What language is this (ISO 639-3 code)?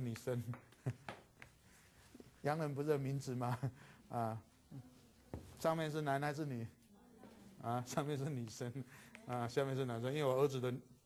zho